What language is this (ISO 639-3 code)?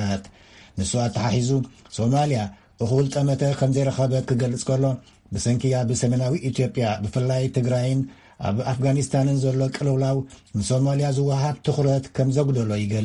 tir